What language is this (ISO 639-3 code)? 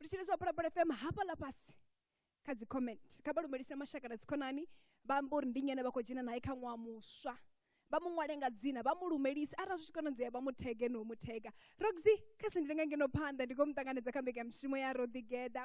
ven